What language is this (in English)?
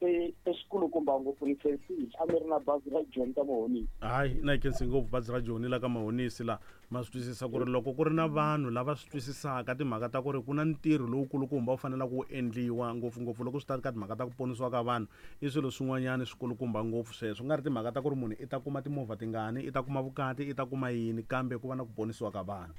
Tsonga